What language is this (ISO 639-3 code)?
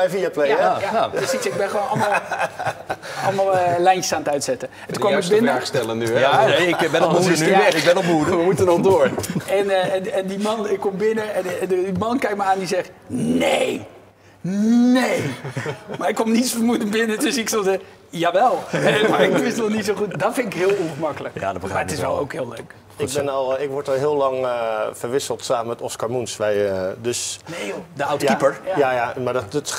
nld